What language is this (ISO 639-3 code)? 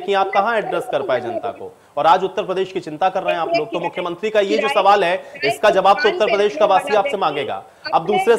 hin